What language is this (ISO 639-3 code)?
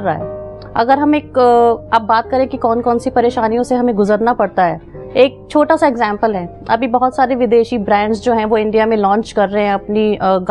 hin